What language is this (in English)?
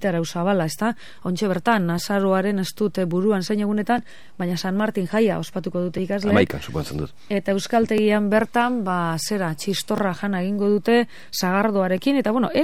Basque